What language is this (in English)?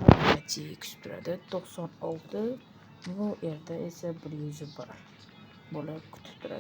Uzbek